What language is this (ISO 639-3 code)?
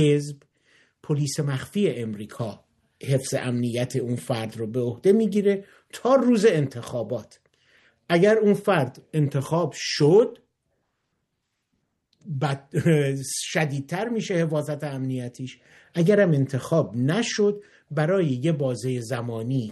fas